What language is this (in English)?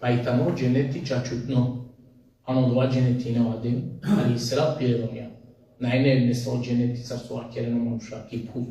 Balkan Romani